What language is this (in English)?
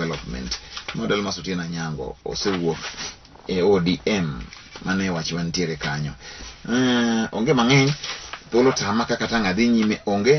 Luo (Kenya and Tanzania)